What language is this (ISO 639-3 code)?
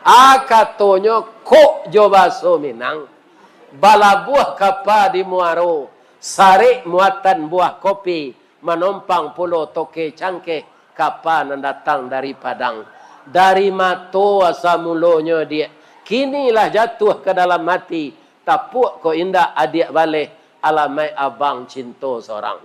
min